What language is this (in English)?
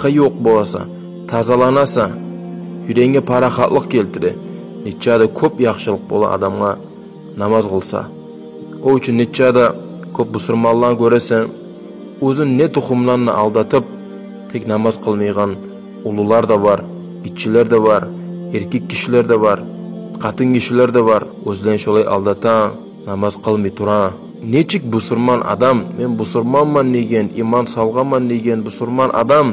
Kumyk